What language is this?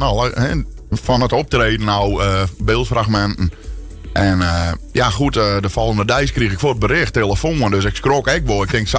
Western Frisian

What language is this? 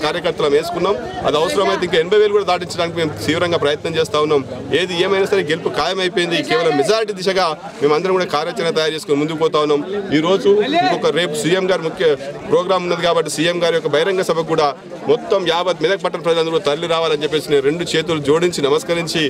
Telugu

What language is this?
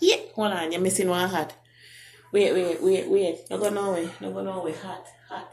Jamaican Creole English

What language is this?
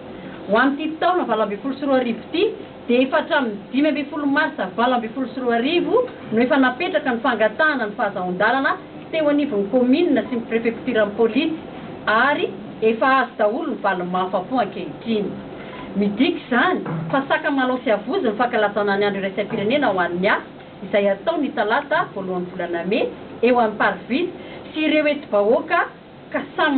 Malagasy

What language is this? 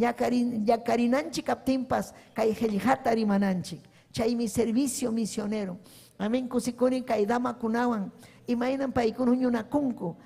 Ayacucho Quechua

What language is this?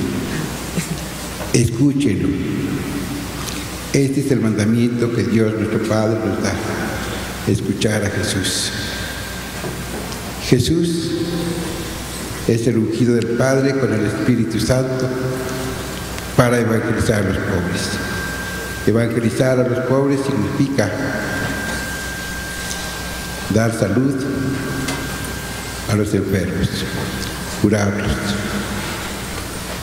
Spanish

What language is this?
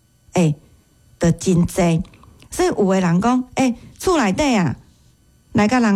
Min Nan Chinese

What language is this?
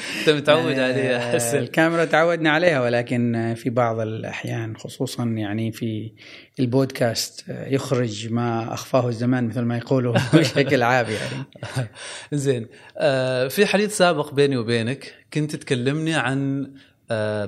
Gulf Arabic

